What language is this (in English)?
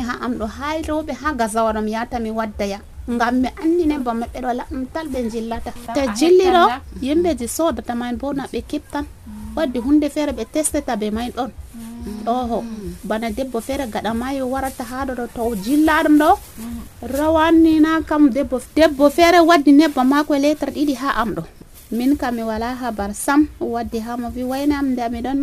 Nigerian Fulfulde